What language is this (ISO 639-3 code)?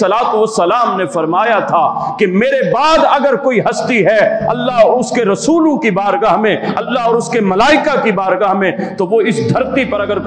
urd